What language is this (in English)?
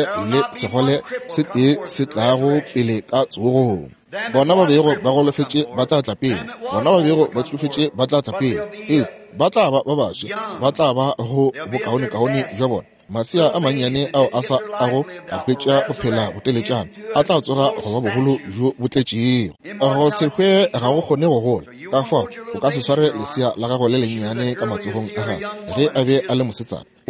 Northern Sotho